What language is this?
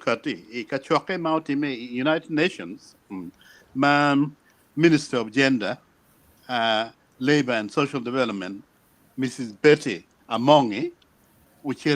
Acoli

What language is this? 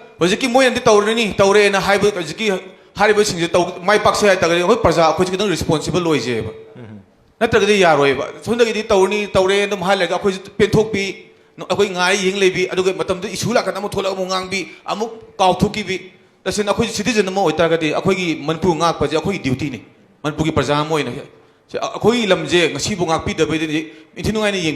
Manipuri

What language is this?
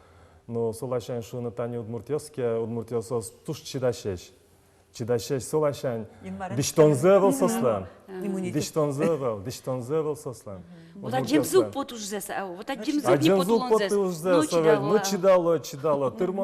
Udmurt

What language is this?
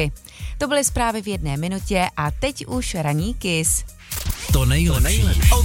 Czech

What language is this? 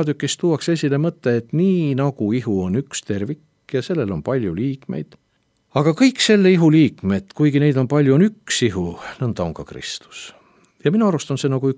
Estonian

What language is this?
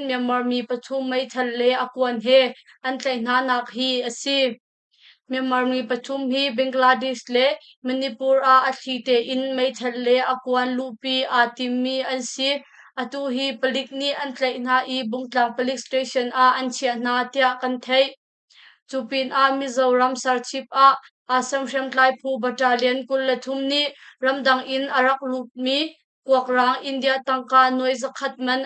Hakha Chin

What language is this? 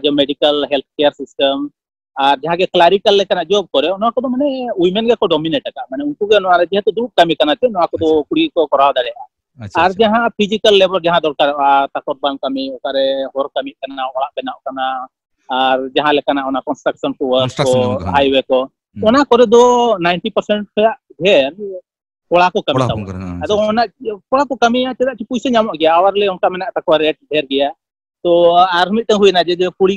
Santali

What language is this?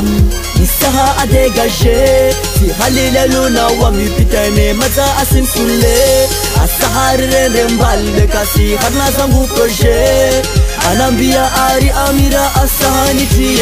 Swahili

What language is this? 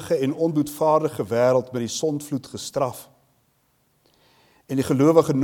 Afrikaans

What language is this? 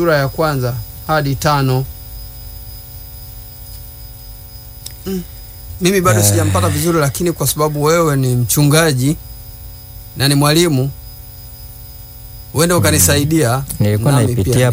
Swahili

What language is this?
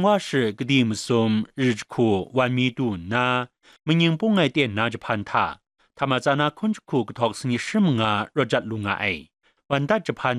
Kachin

